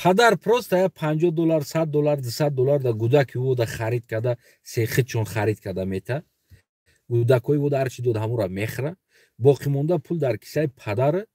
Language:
Tajik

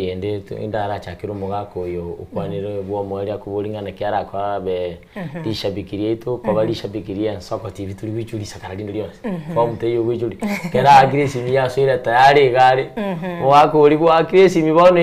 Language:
Gusii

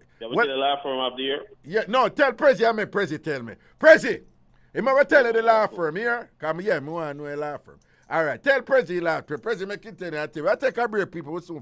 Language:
Jamaican Creole English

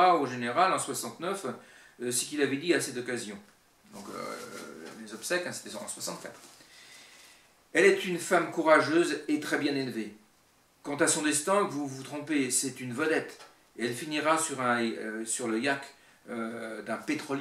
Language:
French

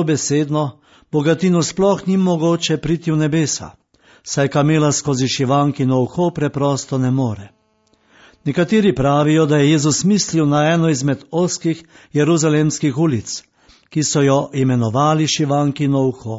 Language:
Slovenian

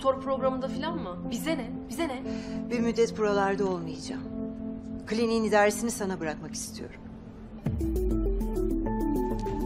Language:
Turkish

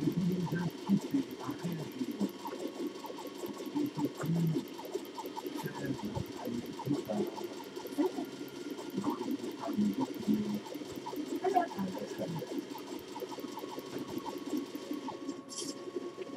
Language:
French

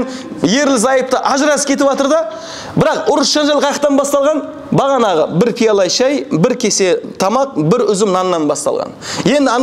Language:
Kazakh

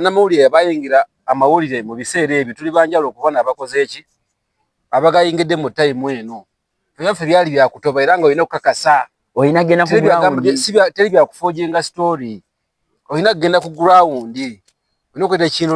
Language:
Ganda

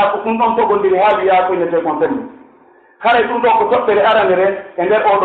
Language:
Pular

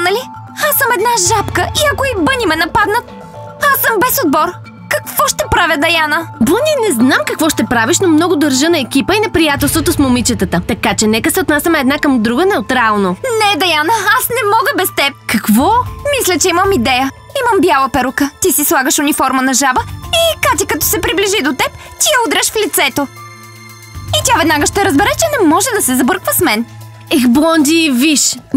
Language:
Bulgarian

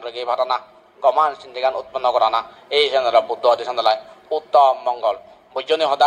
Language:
Chakma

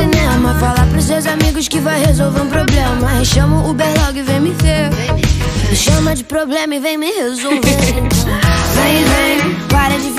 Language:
Portuguese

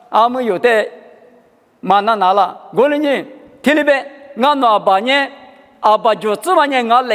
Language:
Lisu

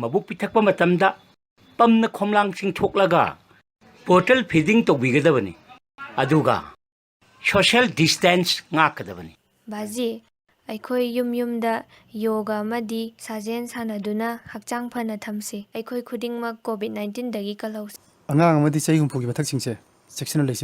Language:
Manipuri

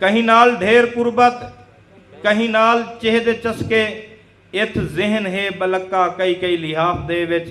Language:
Saraiki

